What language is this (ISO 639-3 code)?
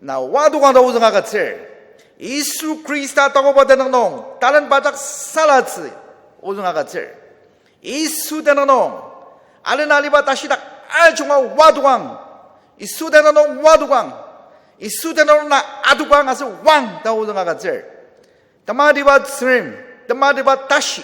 njo